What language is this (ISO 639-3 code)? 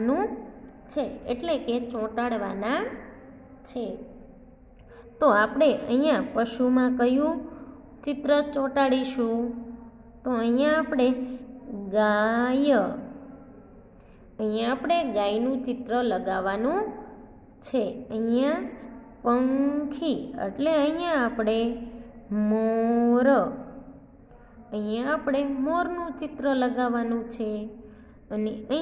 guj